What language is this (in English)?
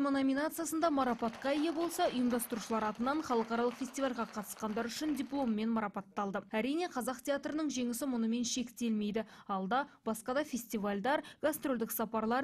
Kazakh